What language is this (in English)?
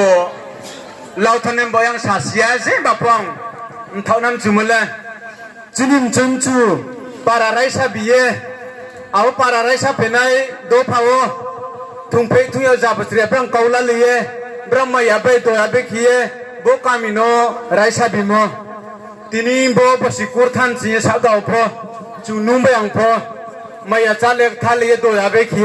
Riang (India)